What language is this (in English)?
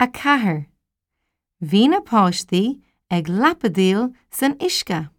Irish